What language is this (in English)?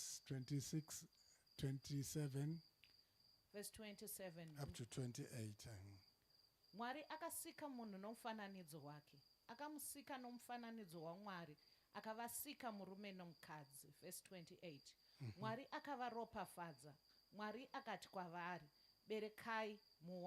Shona